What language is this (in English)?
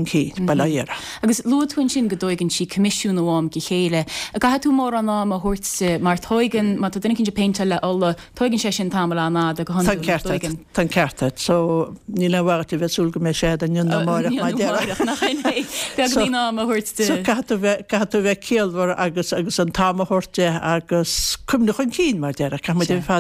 Irish